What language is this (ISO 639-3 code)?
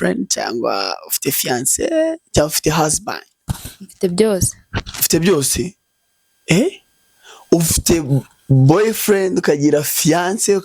kin